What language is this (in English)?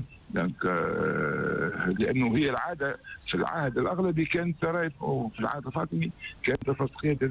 Tunisian Arabic